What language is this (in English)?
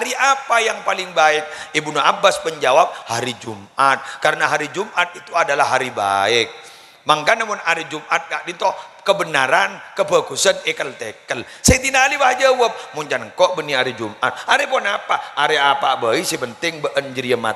Madurese